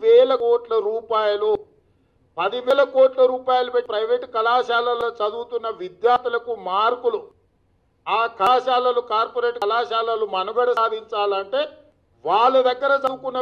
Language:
Telugu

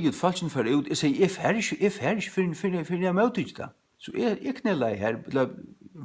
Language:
Faroese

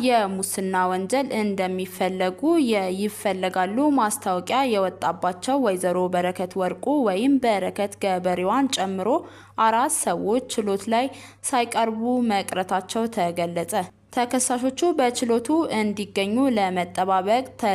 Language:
Amharic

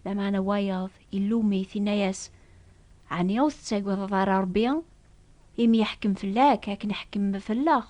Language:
Kabyle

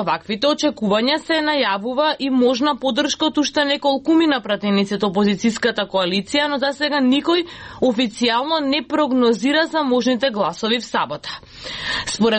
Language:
Macedonian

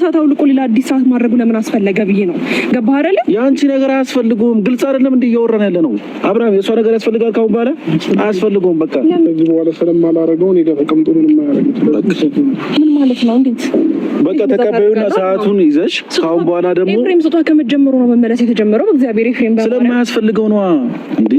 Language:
Amharic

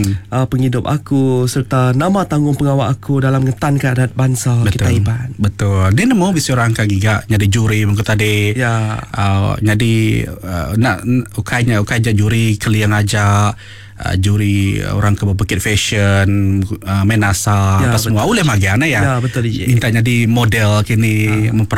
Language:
Iban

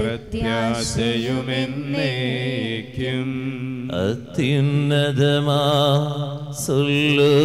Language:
Malayalam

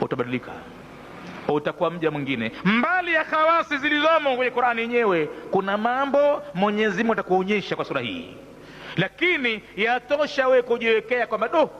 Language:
Swahili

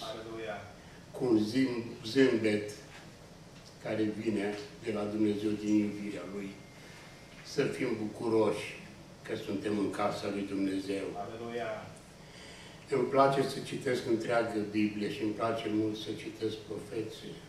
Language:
Romanian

